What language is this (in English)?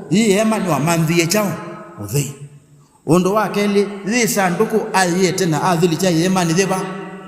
Kamba